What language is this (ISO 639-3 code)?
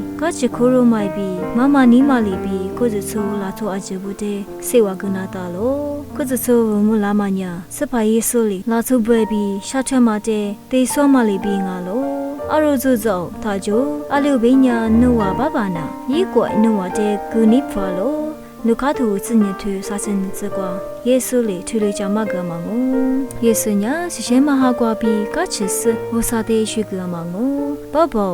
lis